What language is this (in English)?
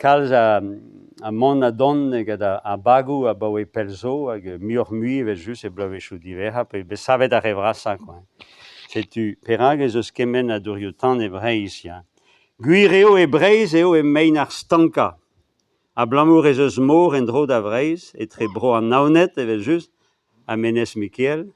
Breton